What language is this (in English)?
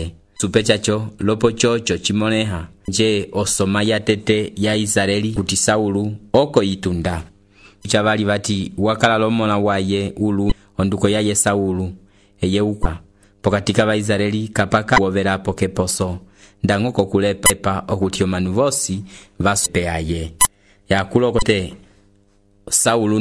Umbundu